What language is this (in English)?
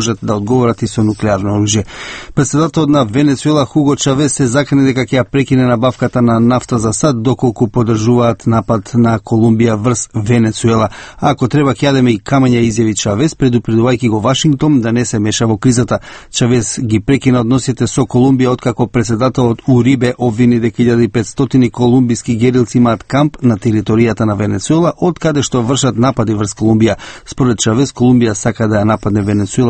Macedonian